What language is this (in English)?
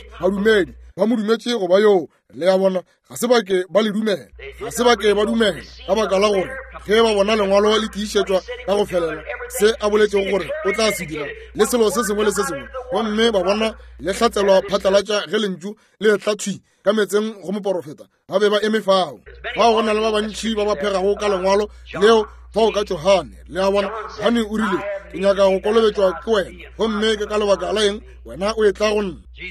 Northern Sotho